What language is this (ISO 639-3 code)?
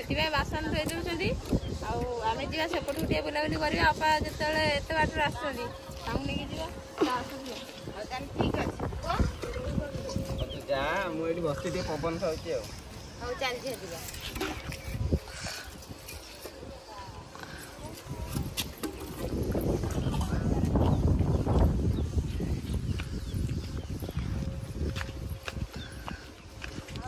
ori